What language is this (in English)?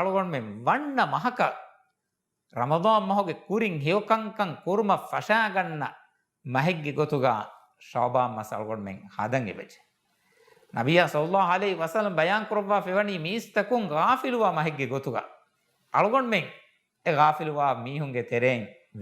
Divehi